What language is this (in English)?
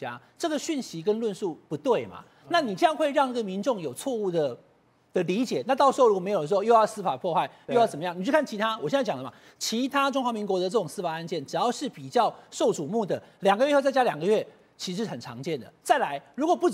Chinese